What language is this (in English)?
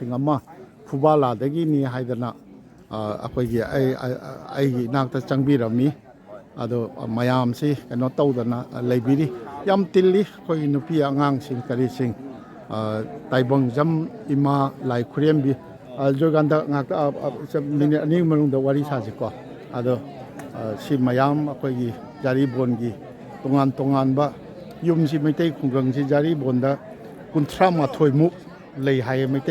Manipuri